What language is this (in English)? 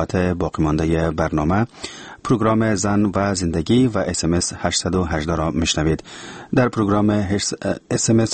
Persian